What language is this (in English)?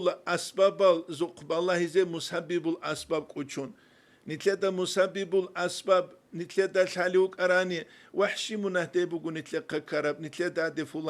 Avaric